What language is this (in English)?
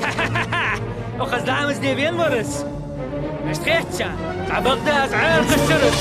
Ingush